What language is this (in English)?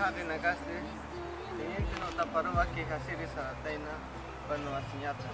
Aymara